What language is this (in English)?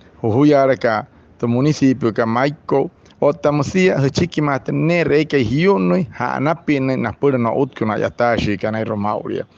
Wayuu